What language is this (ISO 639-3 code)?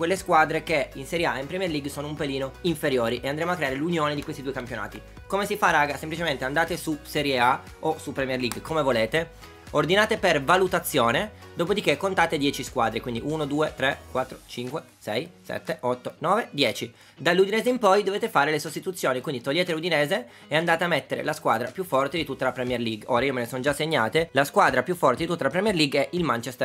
ita